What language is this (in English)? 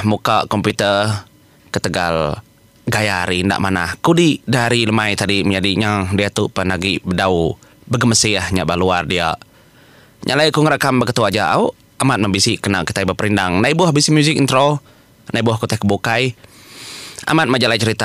Iban